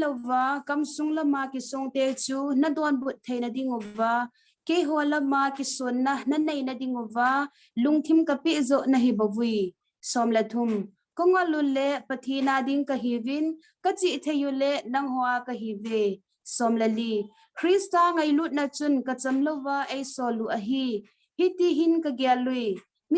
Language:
Thado Chin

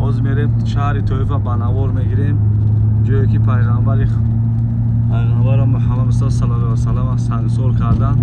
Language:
Tajik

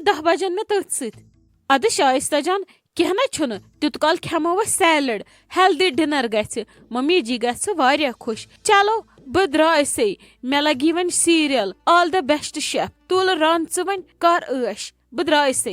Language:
Kashmiri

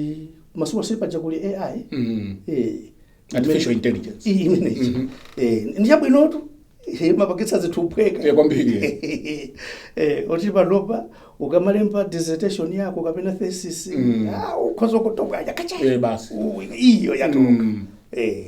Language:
Nyanja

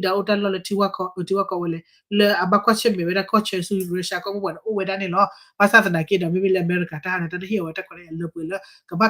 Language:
S'gaw Karen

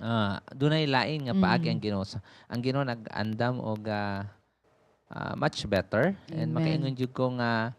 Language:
Cebuano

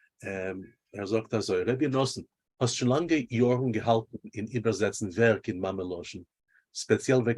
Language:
Yiddish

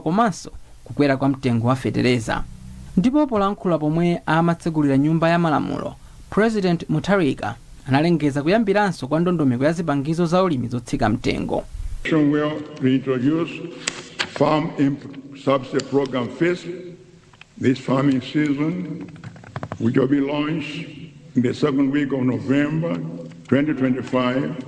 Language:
Nyanja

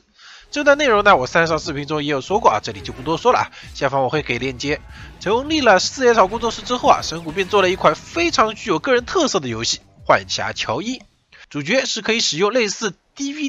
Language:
Chinese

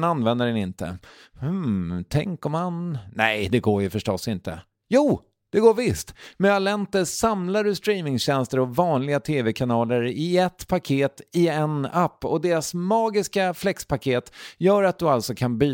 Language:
Swedish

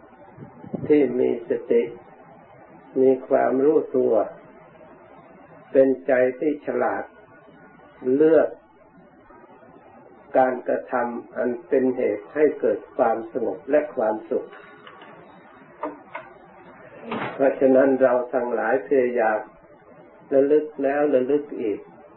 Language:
Thai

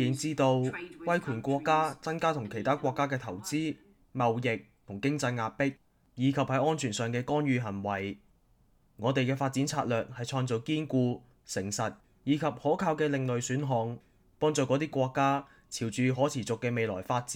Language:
Cantonese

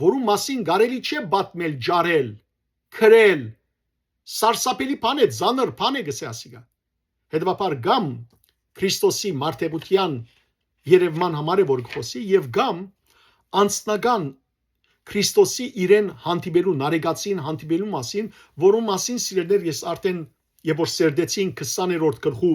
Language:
Western Armenian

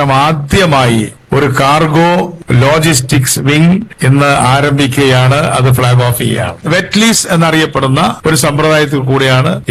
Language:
Malayalam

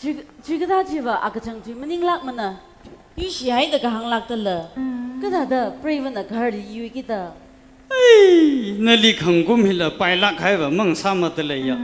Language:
Tangkhul Naga (India)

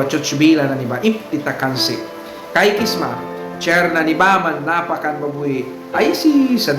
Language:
Mískito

